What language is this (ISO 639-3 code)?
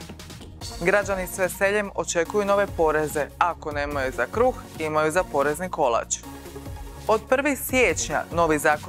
hrv